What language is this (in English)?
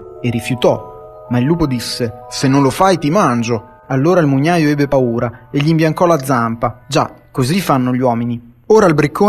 Italian